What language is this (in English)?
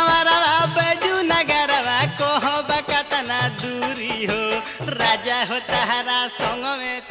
Bhojpuri